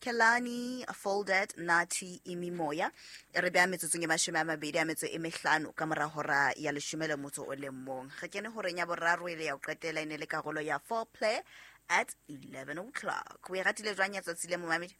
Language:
Southern Sotho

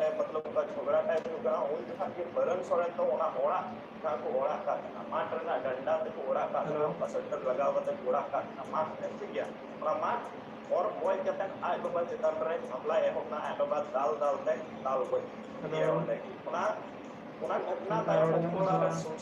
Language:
Santali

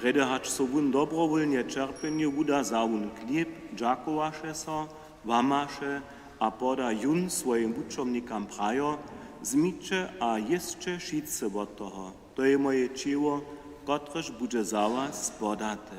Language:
Upper Sorbian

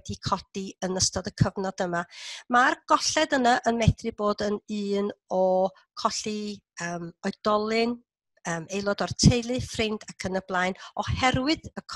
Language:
Welsh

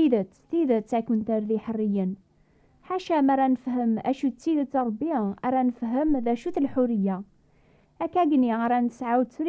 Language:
Kabyle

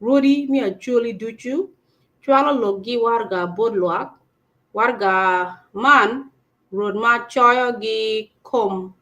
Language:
Acoli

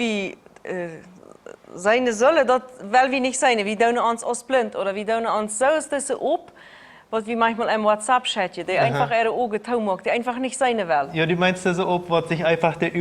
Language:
Plautdietsch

